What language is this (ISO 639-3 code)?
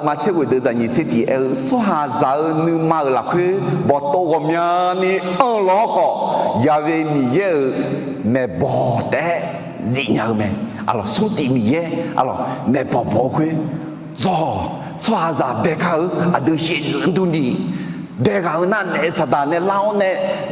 ahk